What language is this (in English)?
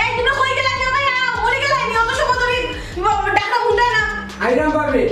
Sylheti